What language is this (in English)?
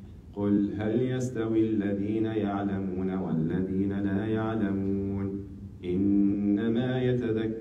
Arabic